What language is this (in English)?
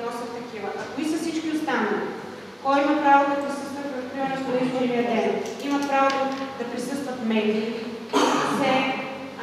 Bulgarian